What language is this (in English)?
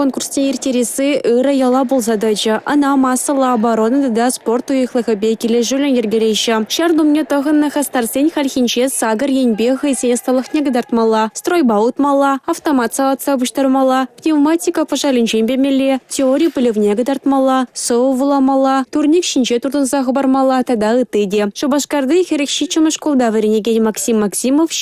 Chuvash